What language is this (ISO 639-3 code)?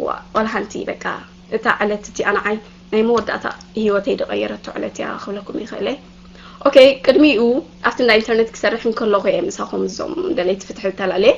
tir